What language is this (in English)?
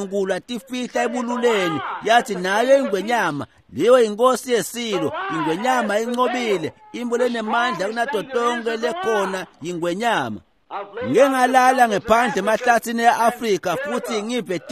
Swati